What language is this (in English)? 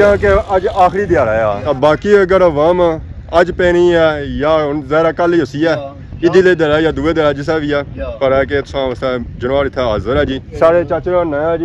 Pahari-Potwari